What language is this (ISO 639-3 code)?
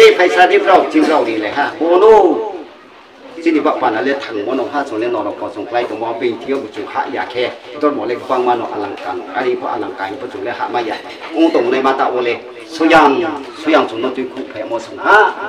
ria